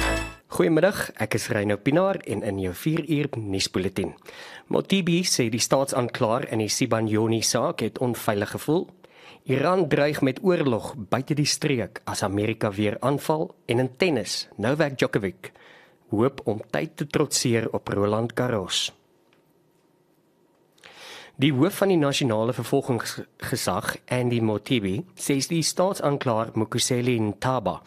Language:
Afrikaans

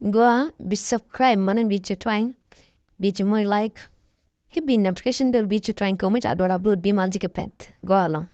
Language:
Nuer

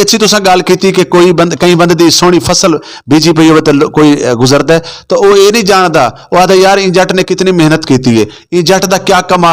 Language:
Western Panjabi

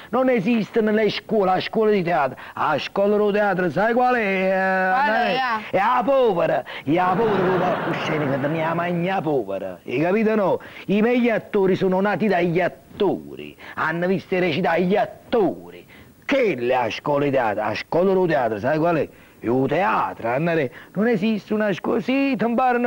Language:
Italian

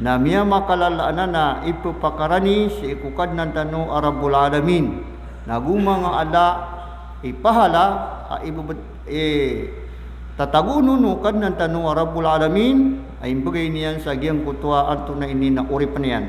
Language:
Maranao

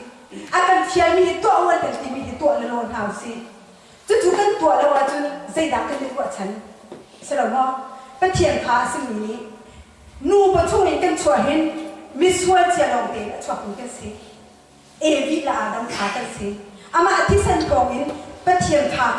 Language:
Hakha Chin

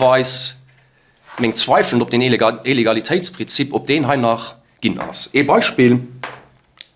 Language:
Luxembourgish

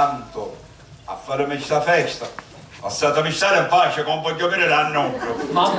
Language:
Sicilian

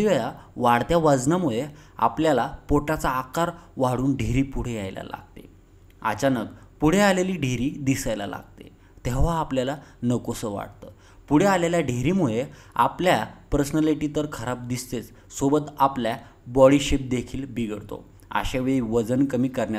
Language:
Marathi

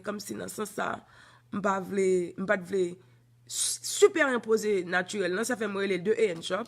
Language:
Haitian Creole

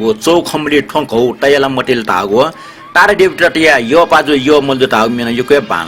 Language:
Newari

